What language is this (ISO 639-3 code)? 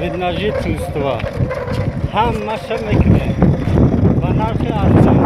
tgk